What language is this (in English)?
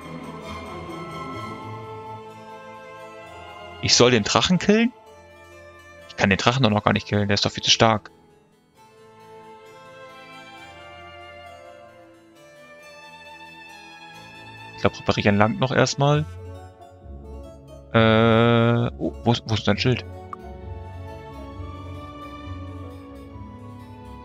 German